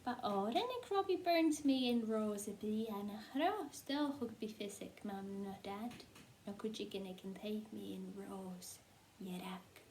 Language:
Scottish Gaelic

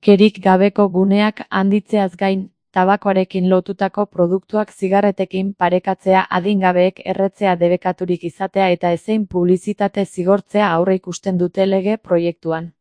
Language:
Basque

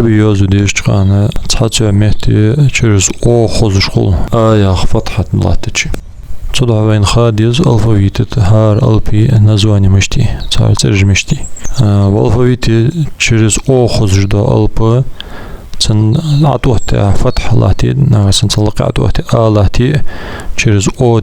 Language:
Ingush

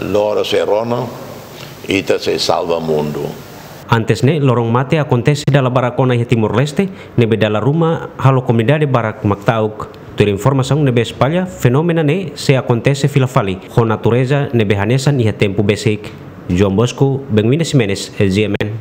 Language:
Tetum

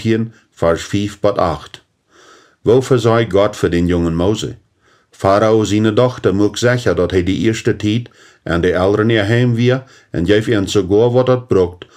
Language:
Plautdietsch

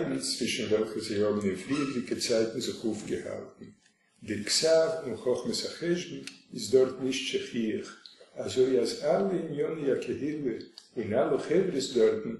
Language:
Yiddish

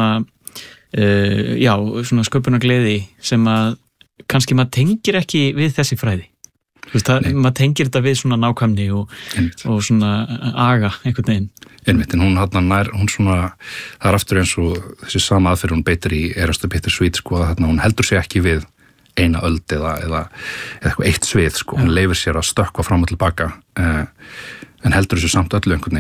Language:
Icelandic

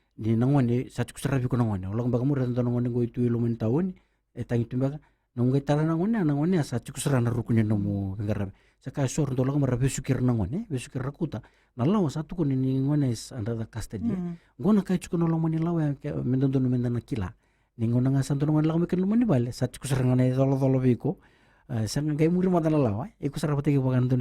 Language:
Fijian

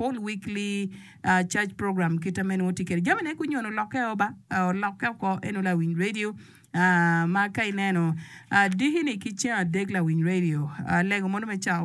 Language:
Acoli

